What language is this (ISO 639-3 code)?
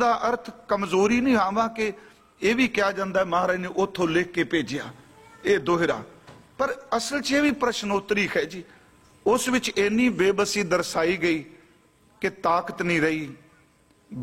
pan